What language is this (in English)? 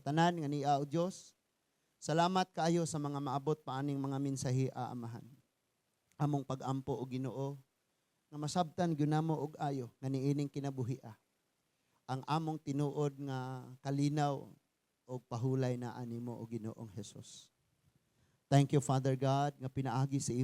Cebuano